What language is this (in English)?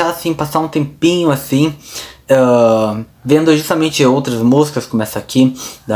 Portuguese